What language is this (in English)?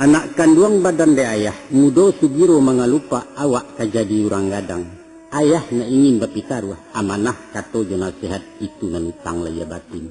Minangkabau